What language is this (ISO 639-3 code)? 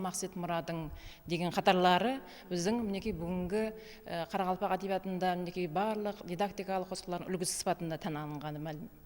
kaa